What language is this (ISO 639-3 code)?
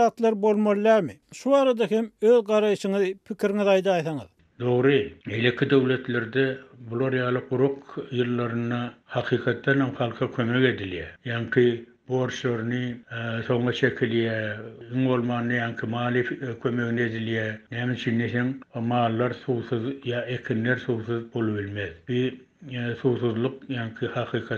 tuk